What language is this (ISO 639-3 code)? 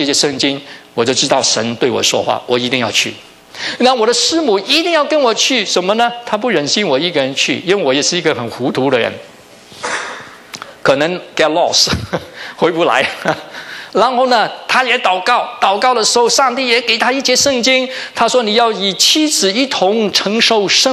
zho